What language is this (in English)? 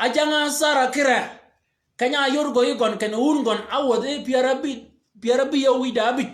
Shilluk